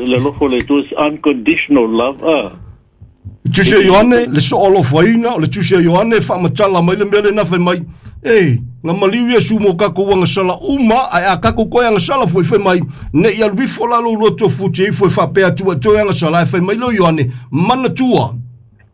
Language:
Samoan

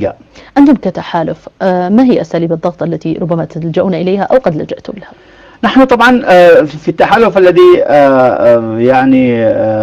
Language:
Arabic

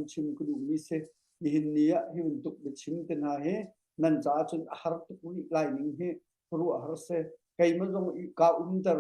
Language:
Hakha Chin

